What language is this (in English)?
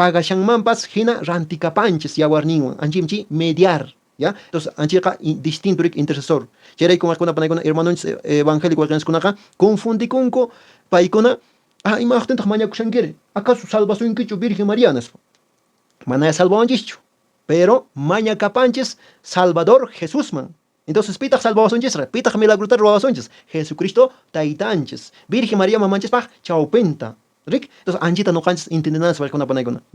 Quechua